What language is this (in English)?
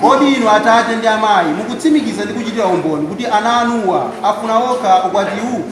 Nyanja